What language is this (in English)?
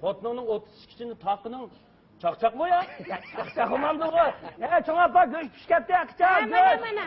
Uyghur